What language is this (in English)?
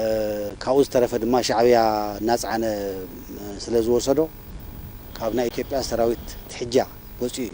Tigrinya